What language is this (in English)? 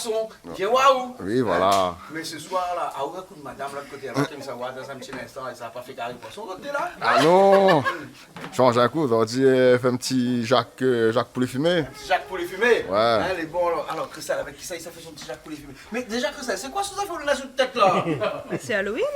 Réunion Creole French